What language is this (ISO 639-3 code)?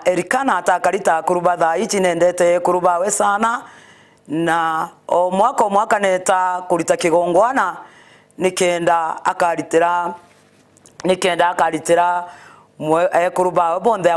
mer